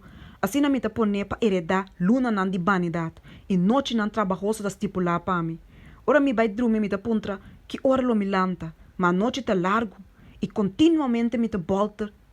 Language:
Papiamento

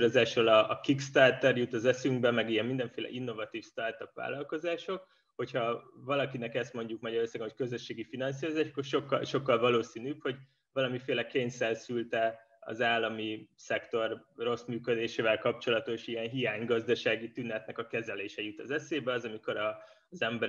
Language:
Hungarian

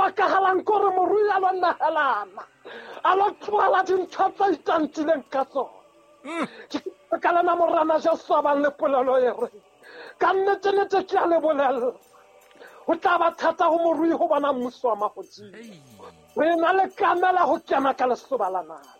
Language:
Southern Sotho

